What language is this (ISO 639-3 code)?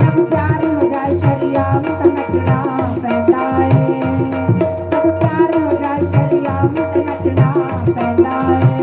doi